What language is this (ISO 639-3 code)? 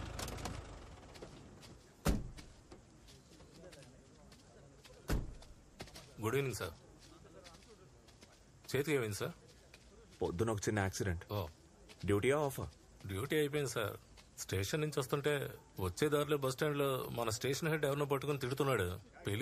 tel